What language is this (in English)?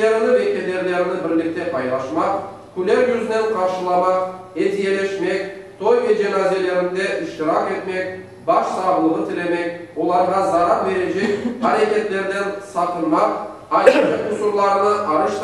Crimean Tatar